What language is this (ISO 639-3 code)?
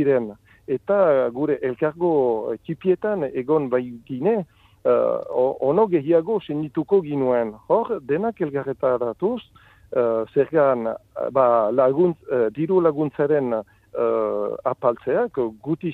eus